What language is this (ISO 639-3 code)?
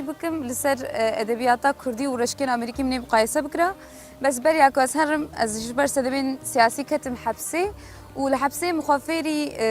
kur